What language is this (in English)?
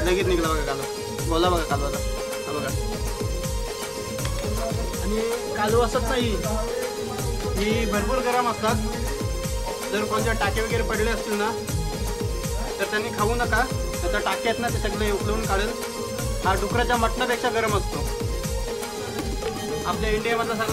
Marathi